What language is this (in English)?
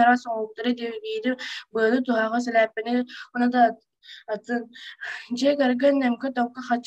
Yakut